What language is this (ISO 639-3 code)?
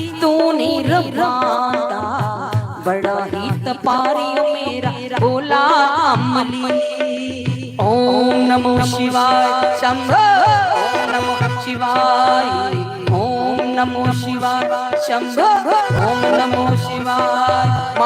doi